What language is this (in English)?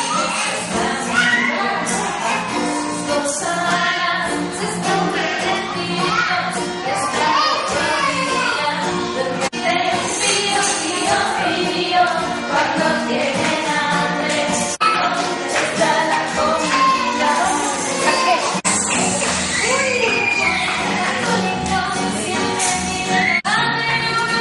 Spanish